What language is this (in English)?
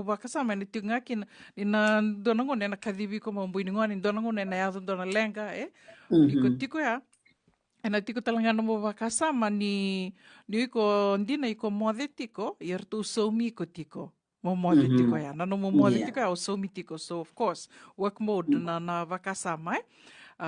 Fijian